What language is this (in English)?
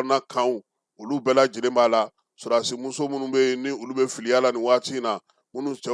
Bambara